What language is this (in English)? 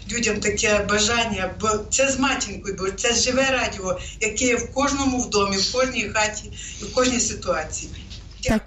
Ukrainian